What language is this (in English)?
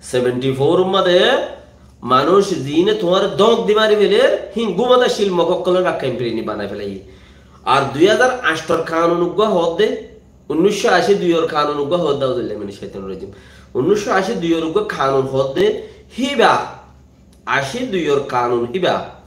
Rohingya